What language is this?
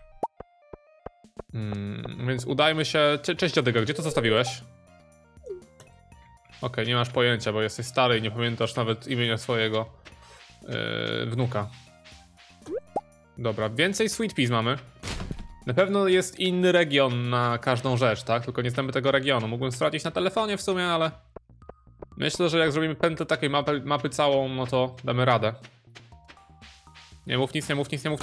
Polish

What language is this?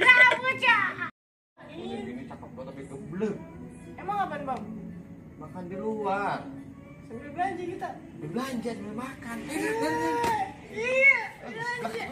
Betawi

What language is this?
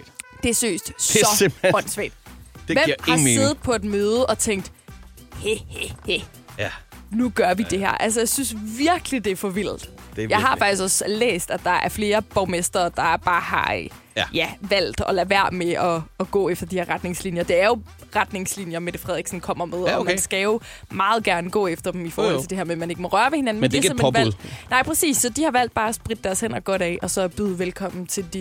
Danish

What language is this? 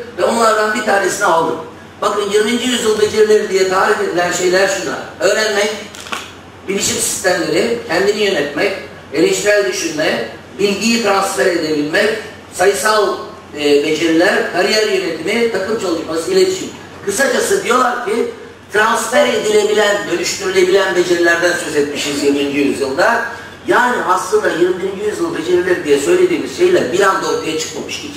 Turkish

